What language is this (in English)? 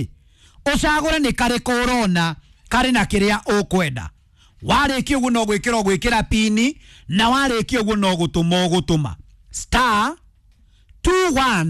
Kikuyu